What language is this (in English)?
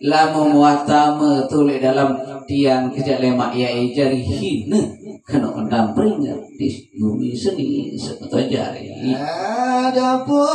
Sasak